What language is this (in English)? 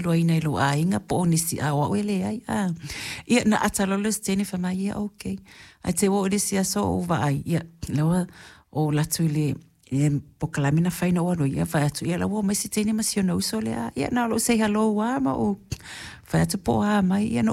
Samoan